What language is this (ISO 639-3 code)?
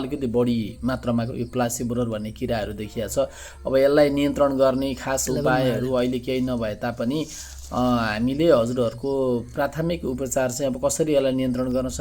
nep